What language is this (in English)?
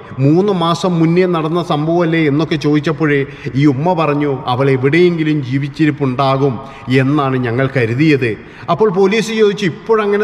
Malayalam